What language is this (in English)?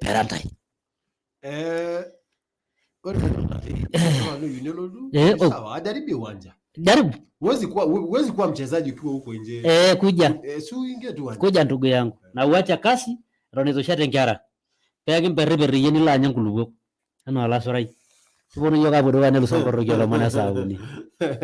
Masai